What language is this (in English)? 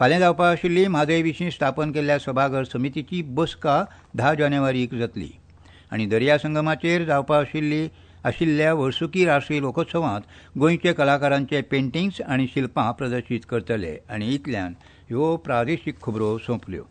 Konkani